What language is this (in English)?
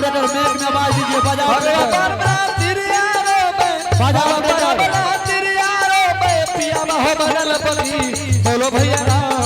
Angika